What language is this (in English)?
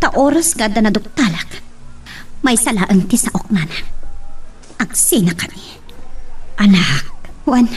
Iloko